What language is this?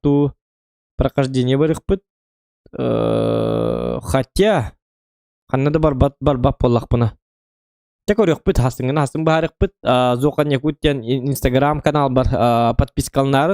Yakut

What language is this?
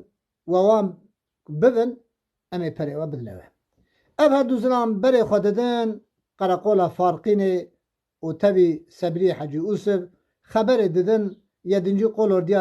Kurdish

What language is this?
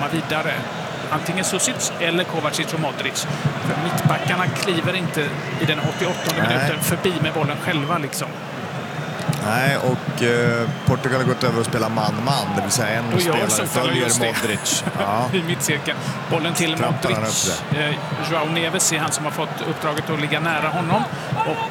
Swedish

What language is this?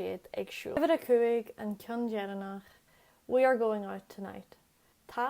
Irish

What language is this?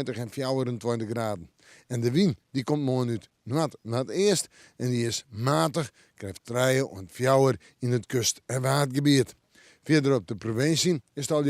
Western Frisian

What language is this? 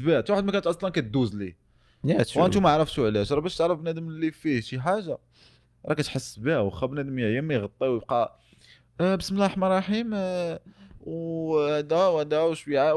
Moroccan Arabic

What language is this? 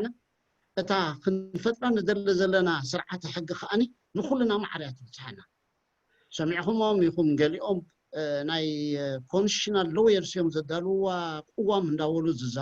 Tigrinya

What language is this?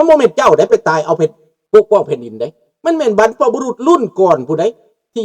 Lao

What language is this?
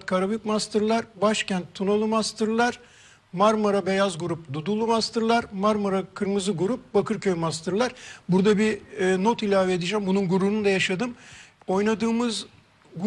Turkish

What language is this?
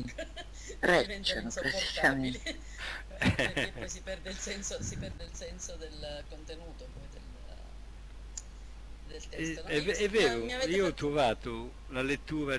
Italian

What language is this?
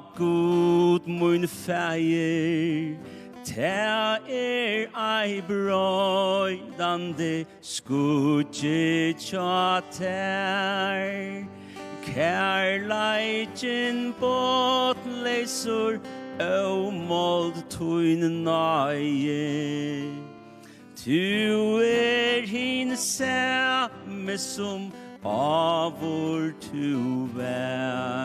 Faroese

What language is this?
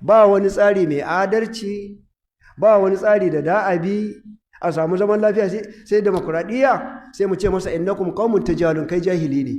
Hausa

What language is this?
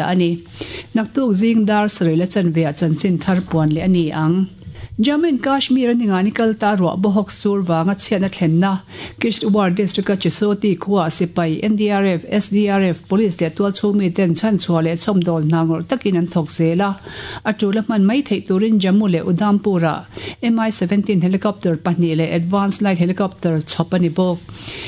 Mizo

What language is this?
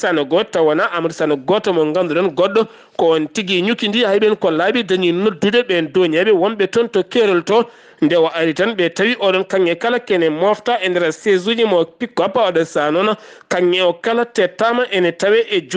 Fula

